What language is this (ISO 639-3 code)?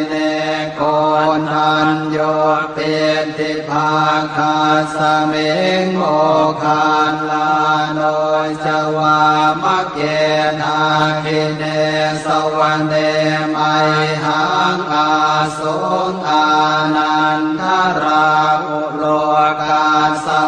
pli